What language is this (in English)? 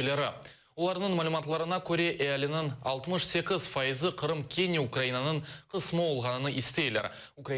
Crimean Tatar